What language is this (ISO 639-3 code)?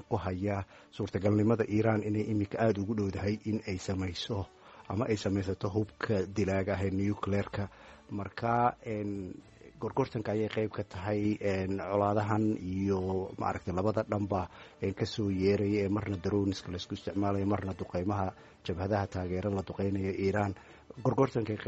som